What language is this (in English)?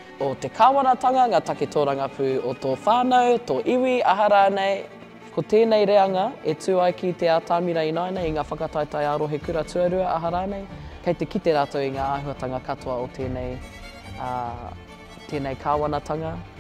Māori